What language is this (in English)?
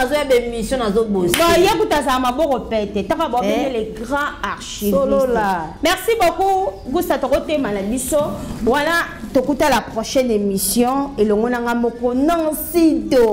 Lingala